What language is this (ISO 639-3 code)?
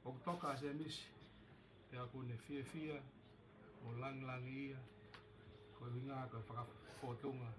ton